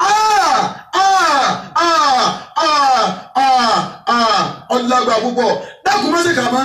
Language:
Yoruba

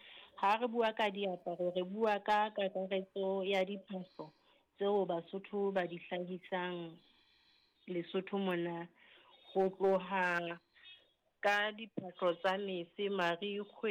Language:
Southern Sotho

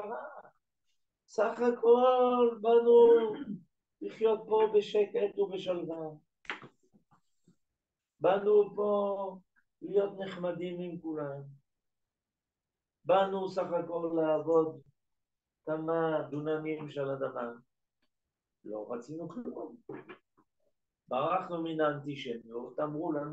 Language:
Hebrew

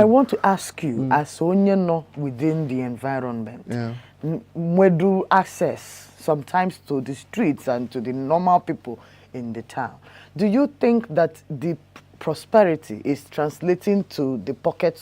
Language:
Igbo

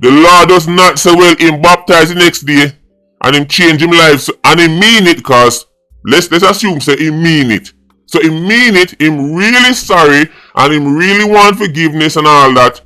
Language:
Jamaican Creole English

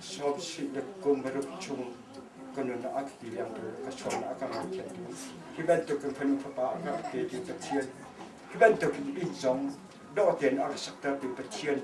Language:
Hakha Chin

